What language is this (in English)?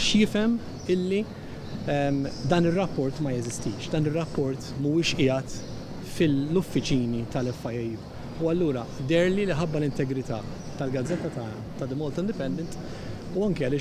Maltese